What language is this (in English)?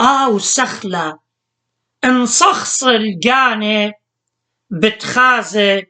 Assyrian Neo-Aramaic